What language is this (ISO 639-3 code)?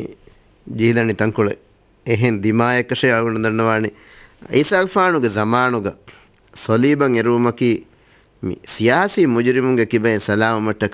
div